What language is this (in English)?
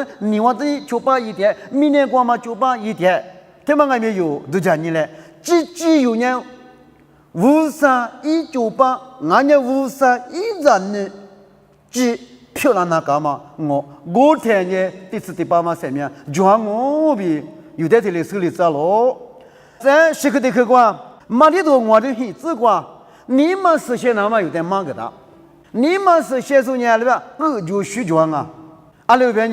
Lisu